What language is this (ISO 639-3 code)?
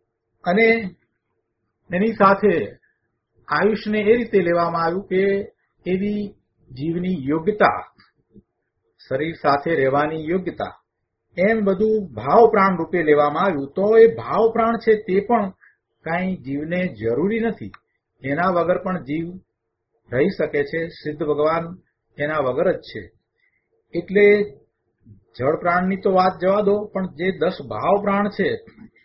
guj